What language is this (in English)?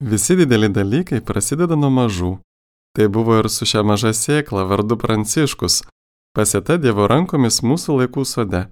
Lithuanian